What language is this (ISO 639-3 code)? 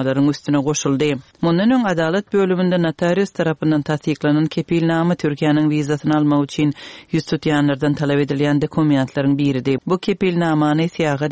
tuk